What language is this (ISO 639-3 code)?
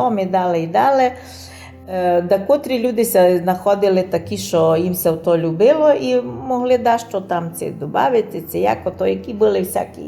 rue